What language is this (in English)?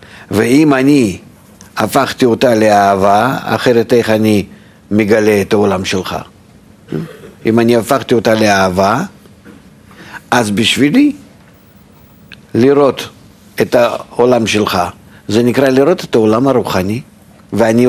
Hebrew